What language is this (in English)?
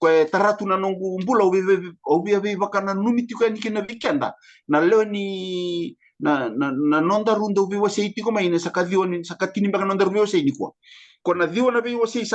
Fijian